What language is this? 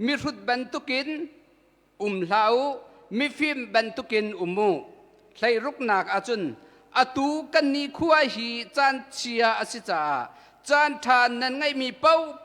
Hakha Chin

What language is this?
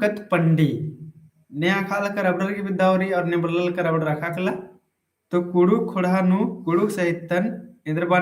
Kurukh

